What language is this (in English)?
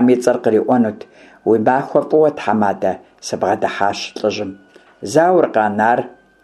Kabardian